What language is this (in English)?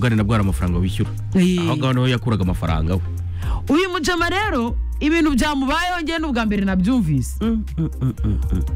Kinyarwanda